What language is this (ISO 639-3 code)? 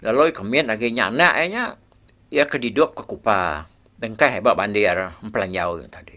iba